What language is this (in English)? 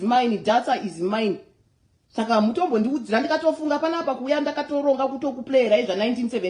Shona